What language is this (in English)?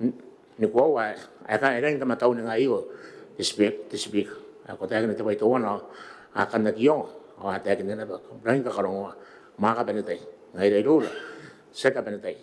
Gilbertese